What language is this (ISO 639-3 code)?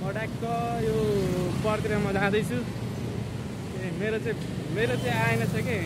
nep